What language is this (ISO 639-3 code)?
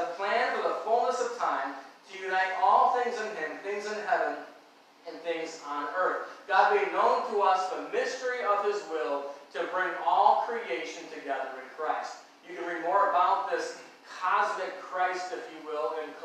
eng